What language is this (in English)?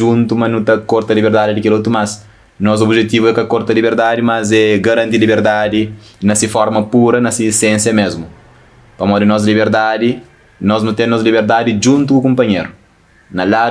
Kabuverdianu